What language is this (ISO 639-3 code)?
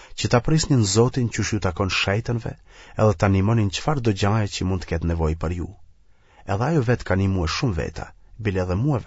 sqi